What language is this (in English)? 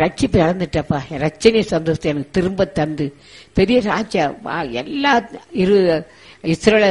Tamil